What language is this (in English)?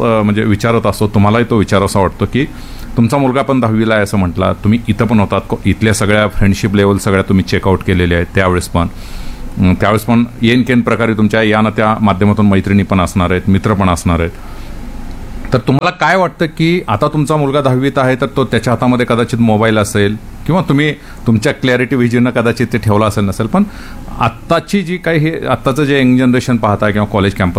Marathi